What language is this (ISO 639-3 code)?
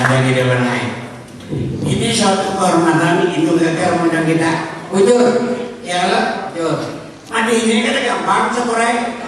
bjn